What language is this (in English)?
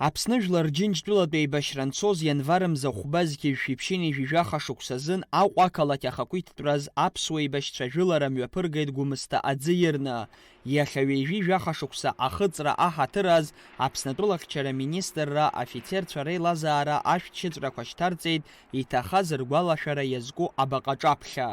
Abkhazian